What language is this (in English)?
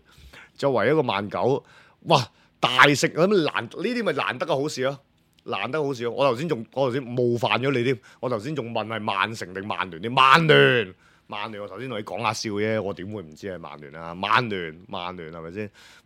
Cantonese